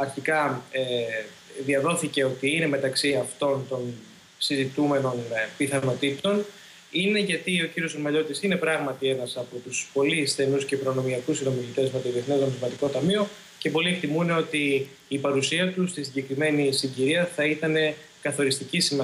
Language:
Greek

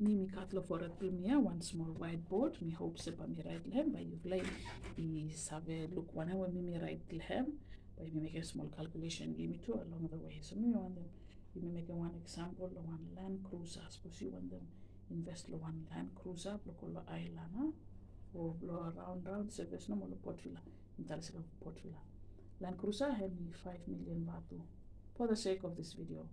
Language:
Bislama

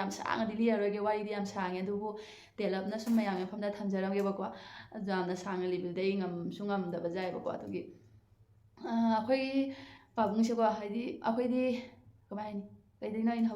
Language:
Manipuri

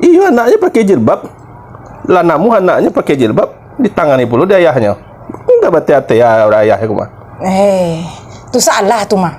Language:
Minangkabau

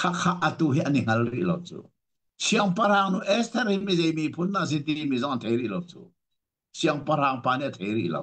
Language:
Hakha Chin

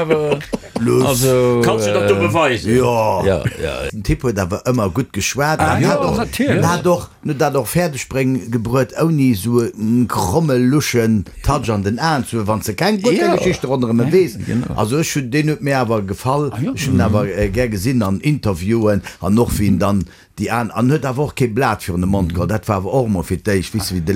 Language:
Luxembourgish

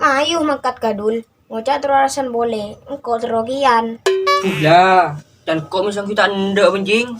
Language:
Madurese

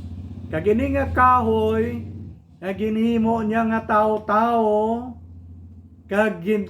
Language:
Hiligaynon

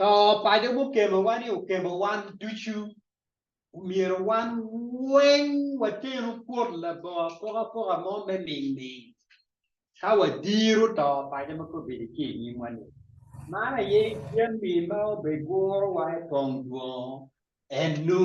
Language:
Acoli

